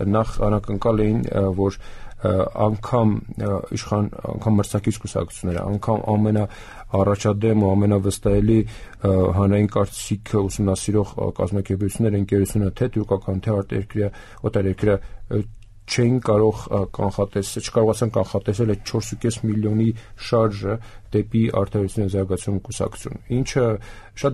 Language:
Armenian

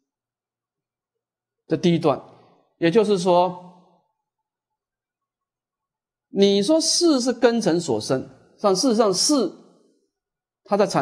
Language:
Chinese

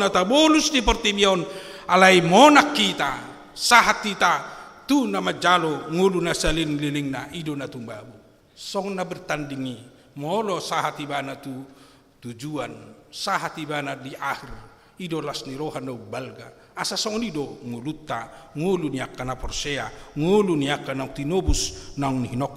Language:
Batak Toba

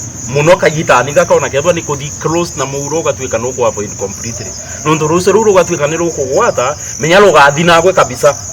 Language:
Meru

